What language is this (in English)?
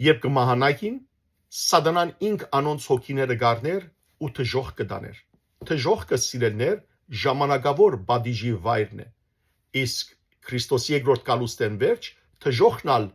Western Armenian